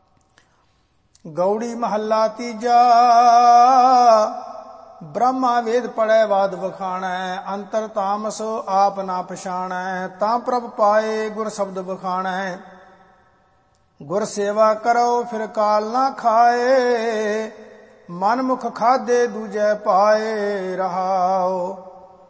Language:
Punjabi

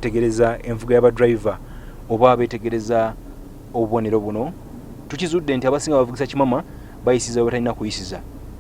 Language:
Ganda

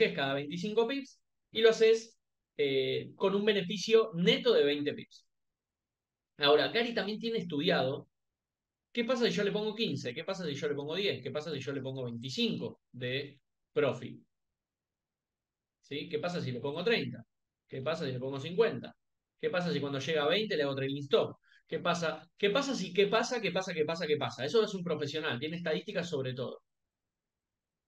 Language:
Spanish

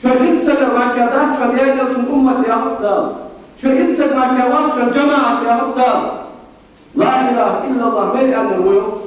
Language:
Ingush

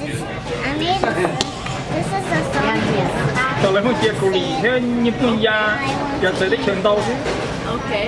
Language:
Hmong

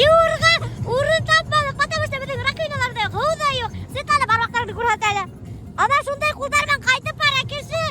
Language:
Bashkir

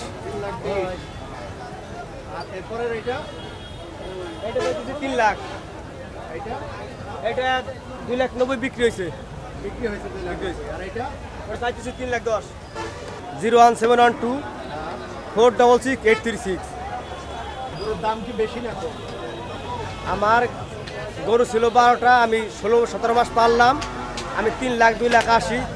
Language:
Bangla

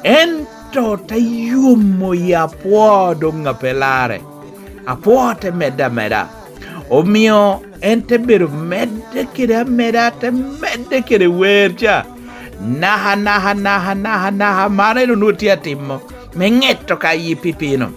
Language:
Lango (Uganda)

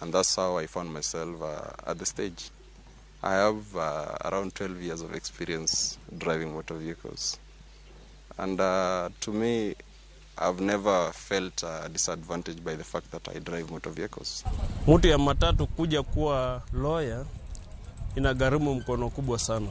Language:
Luo (Kenya and Tanzania)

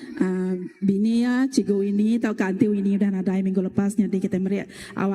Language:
Iban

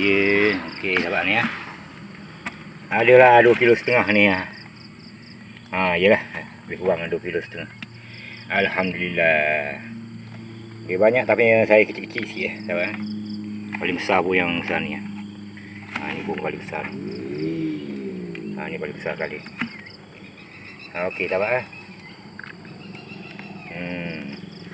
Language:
Malay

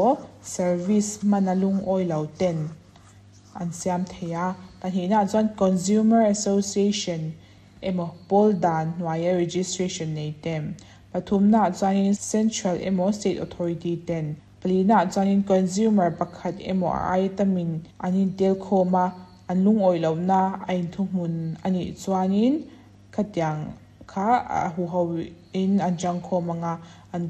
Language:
Mizo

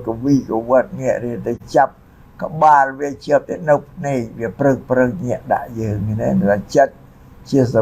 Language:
Khmer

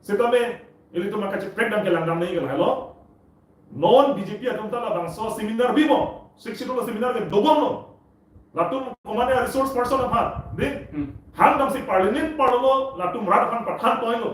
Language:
Karbi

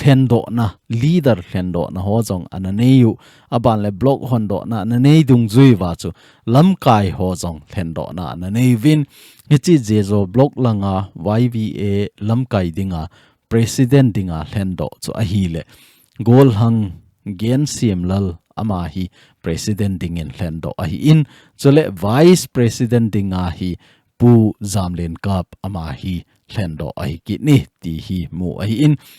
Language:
Thado Chin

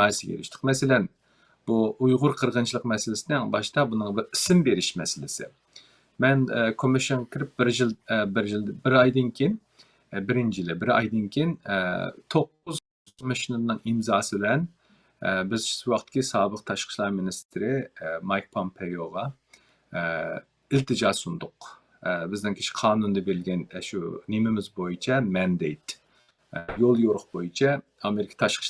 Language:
Uyghur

